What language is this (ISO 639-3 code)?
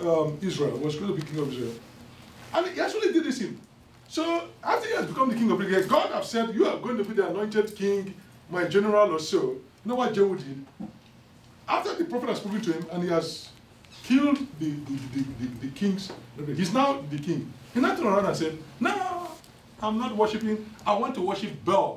eng